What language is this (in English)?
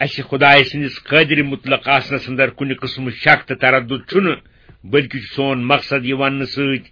Kashmiri